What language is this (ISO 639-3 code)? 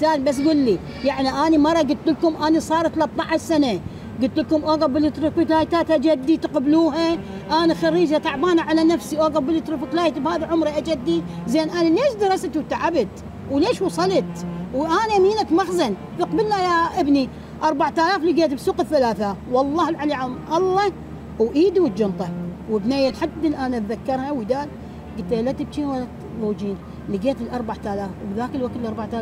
acm